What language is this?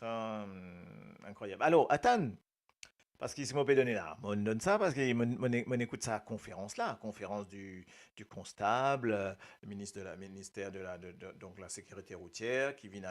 Morisyen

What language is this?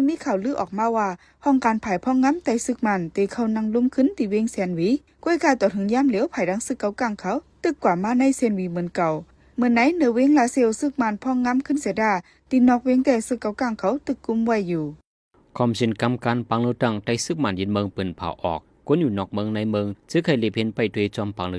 Shan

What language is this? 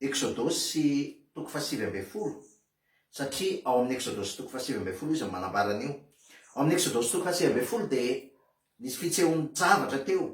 Malagasy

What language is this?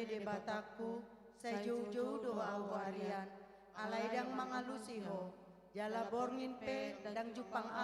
Batak Toba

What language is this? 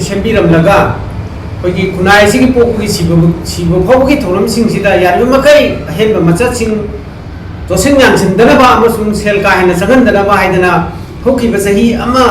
Manipuri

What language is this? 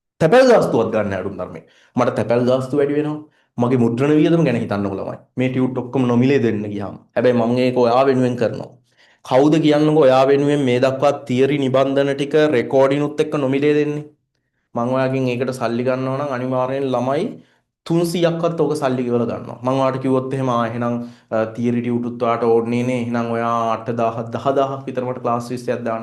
Sinhala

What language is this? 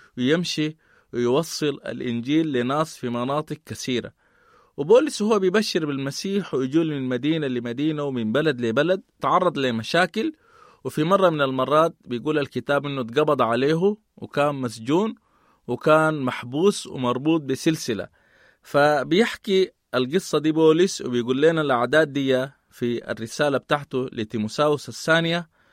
Sudanese Arabic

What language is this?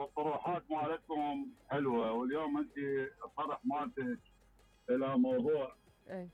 Mesopotamian Arabic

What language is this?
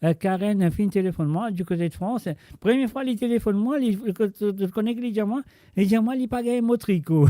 Morisyen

